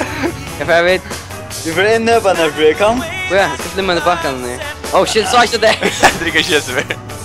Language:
Faroese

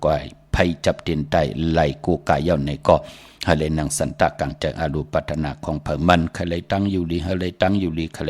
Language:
Shan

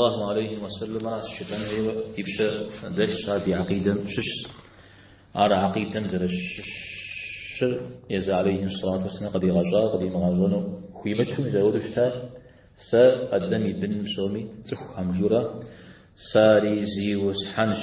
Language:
Kabardian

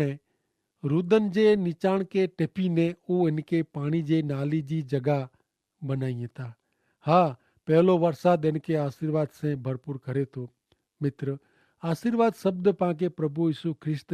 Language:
Kachhi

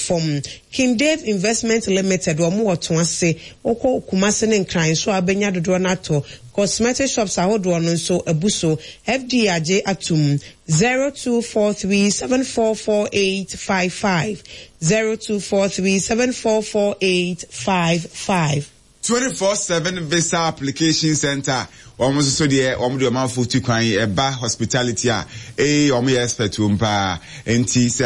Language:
Akan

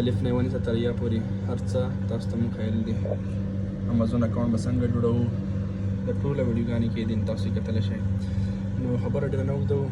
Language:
Pashto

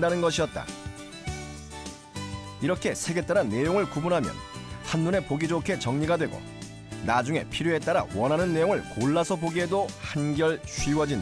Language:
Korean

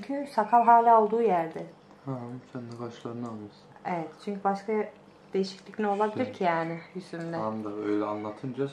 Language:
Turkish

